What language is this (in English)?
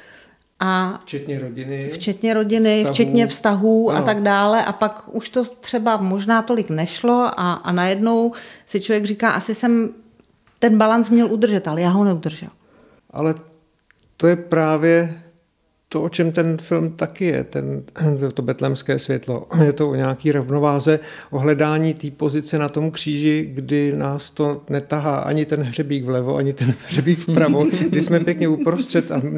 Czech